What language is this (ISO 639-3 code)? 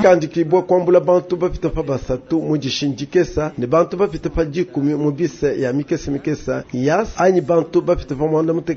lua